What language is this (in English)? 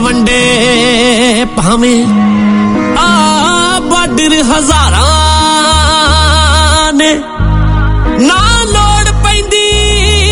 Punjabi